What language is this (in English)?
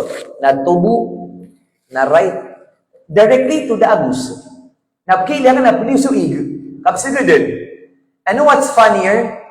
Maranao